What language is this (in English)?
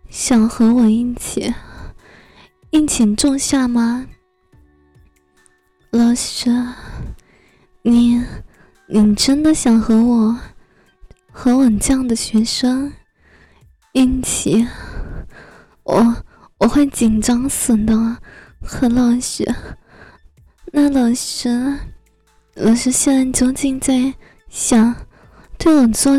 Chinese